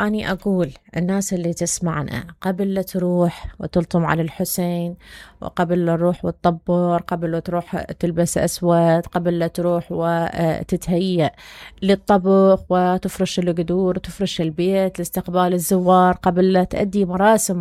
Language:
Mesopotamian Arabic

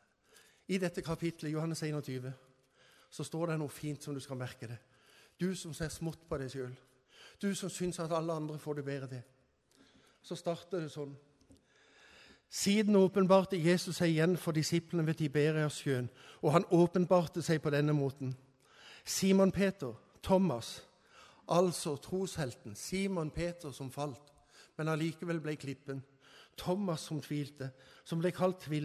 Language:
Norwegian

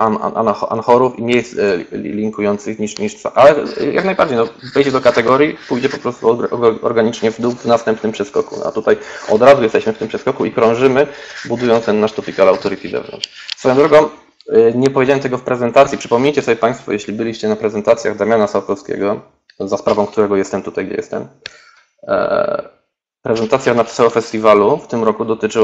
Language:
Polish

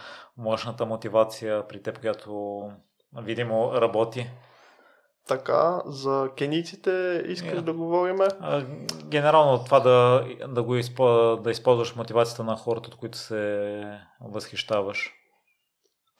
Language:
Bulgarian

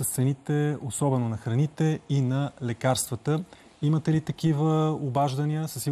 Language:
Bulgarian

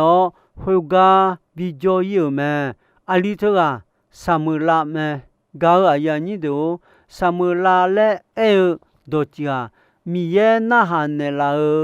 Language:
Akha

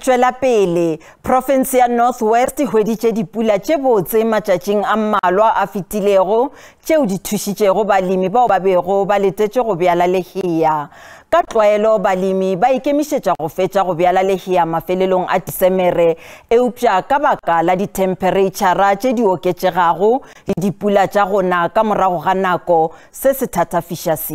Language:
Northern Sotho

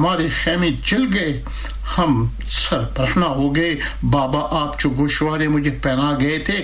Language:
Urdu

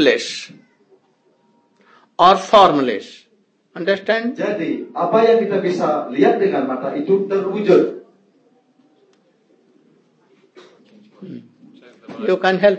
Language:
Indonesian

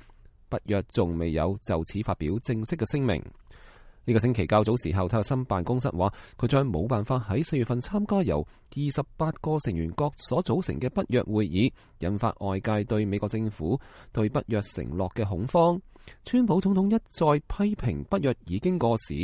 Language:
Cantonese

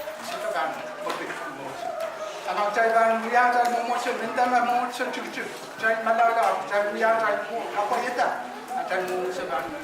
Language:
Pohnpeian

